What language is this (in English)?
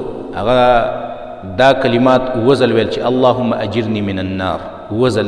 Pashto